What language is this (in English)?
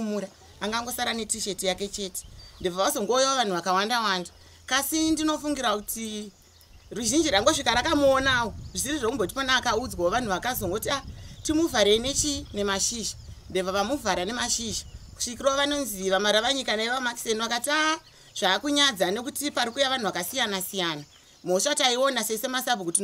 Shona